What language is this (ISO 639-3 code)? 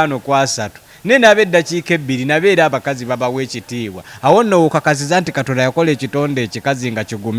lug